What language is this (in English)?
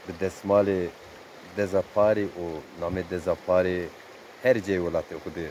Zaza